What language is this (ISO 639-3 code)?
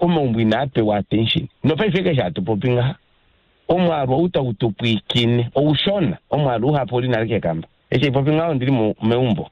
kua